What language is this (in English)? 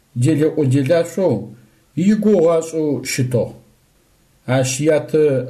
Adyghe